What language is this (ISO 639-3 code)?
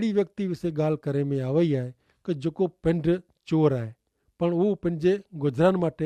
kfr